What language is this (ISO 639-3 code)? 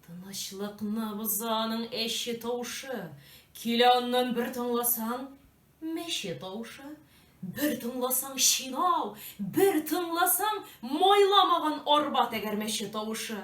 tat